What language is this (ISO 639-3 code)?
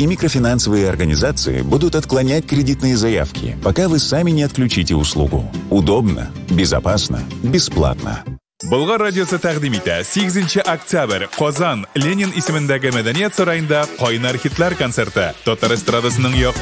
tat